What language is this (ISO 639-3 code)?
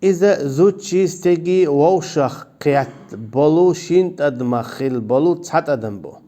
che